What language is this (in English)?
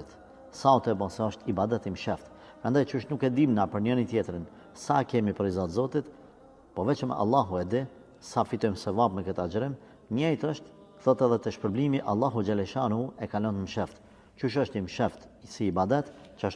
Albanian